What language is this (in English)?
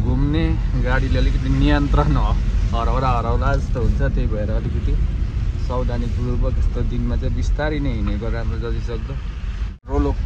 Nepali